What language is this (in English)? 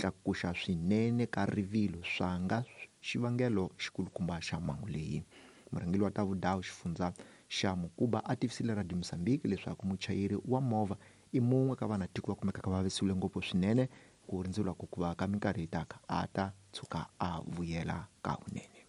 Tsonga